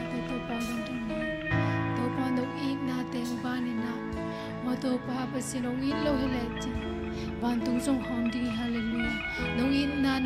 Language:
Tedim Chin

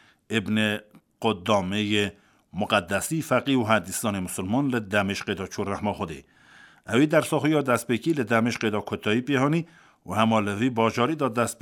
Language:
Kurdish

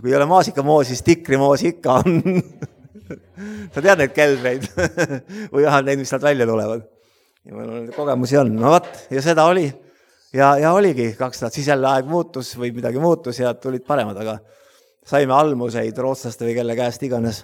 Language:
Estonian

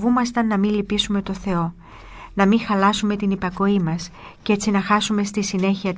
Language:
Greek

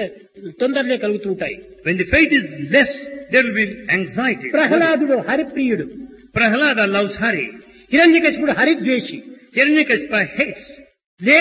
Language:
Telugu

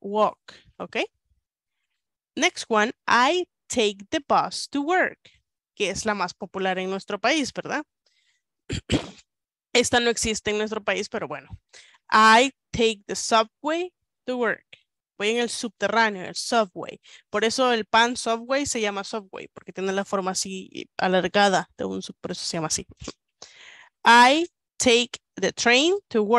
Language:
Spanish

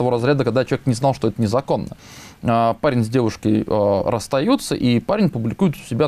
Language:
Russian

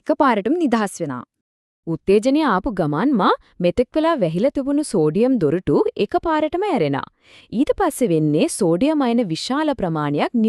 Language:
Sinhala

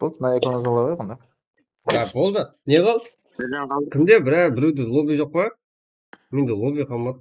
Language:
Kara-Kalpak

